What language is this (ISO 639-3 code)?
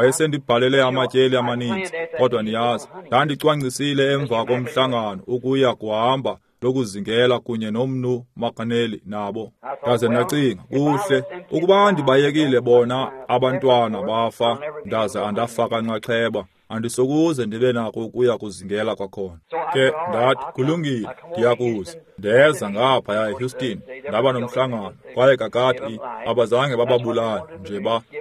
xho